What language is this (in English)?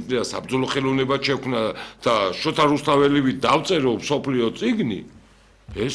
Georgian